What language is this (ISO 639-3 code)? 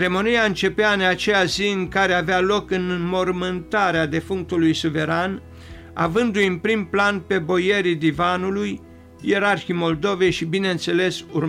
ron